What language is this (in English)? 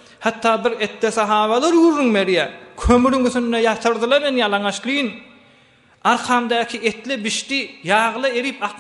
Turkmen